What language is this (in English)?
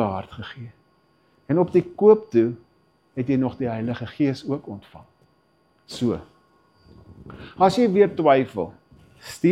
Afrikaans